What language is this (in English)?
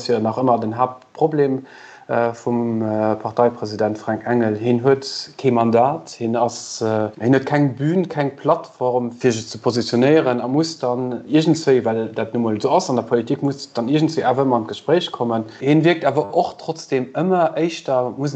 Luxembourgish